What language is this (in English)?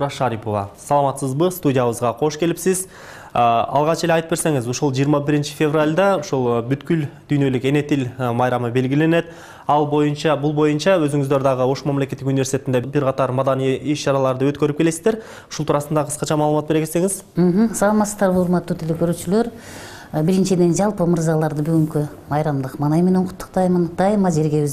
Kyrgyz